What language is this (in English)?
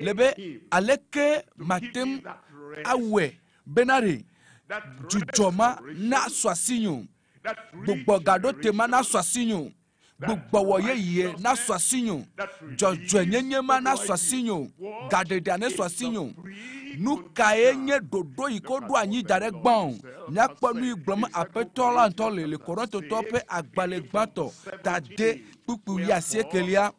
Ewe